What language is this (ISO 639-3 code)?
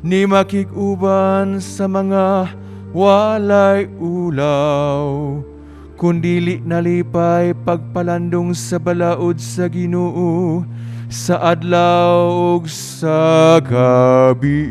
ceb